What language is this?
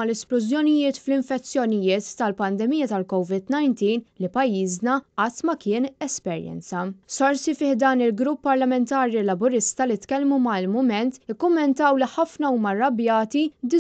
Maltese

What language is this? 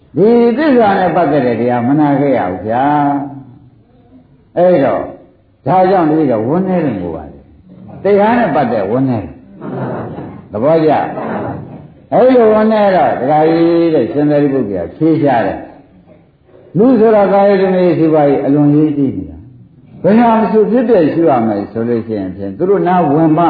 Burmese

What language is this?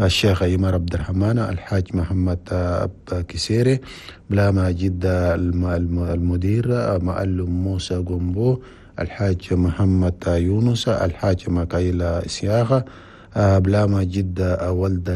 Chadian Arabic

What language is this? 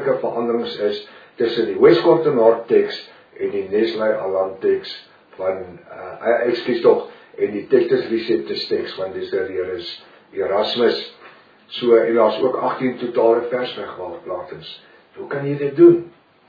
Afrikaans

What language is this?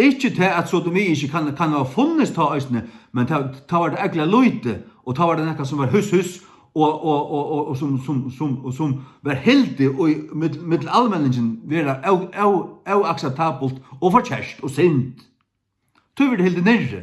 Faroese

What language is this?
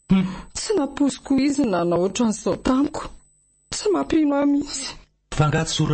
Malagasy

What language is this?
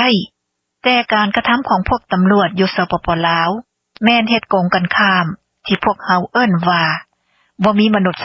Lao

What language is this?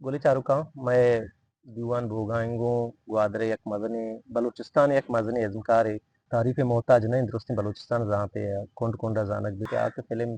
Eastern Balochi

